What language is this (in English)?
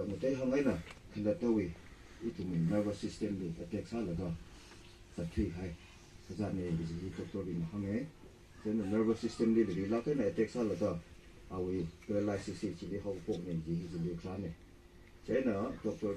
Tangkhul Naga (India)